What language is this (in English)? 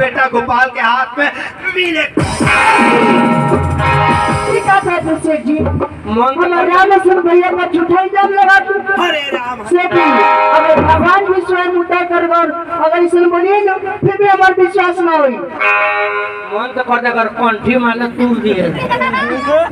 Bhojpuri